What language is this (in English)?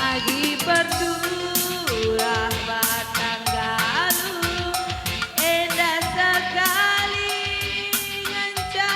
Batak Karo